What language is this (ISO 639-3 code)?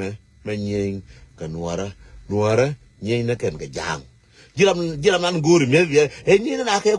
nus